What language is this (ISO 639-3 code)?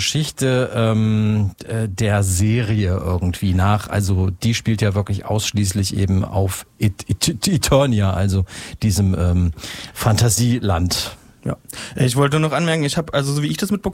deu